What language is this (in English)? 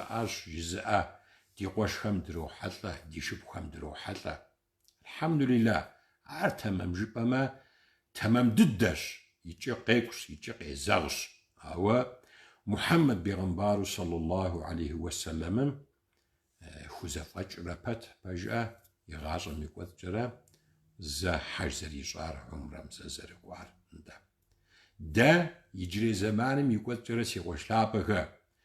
Kabardian